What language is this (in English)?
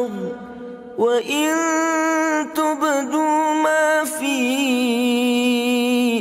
Arabic